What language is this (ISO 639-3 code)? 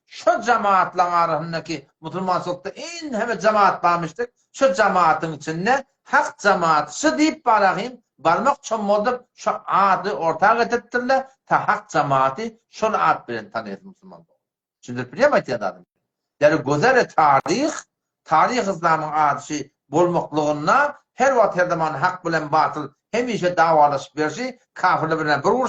tuk